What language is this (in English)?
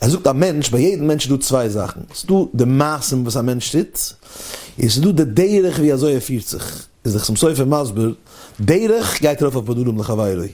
Yiddish